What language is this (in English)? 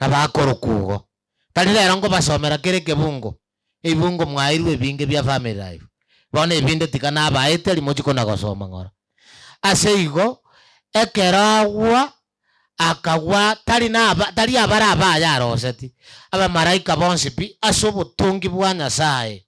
Gusii